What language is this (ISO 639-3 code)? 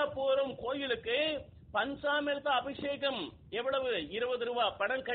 tam